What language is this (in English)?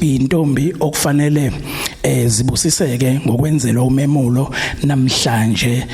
Zulu